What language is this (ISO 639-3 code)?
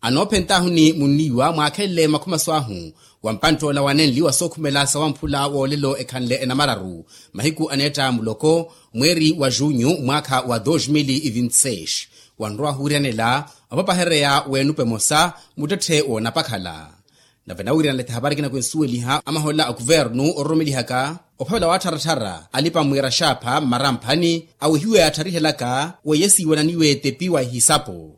vmw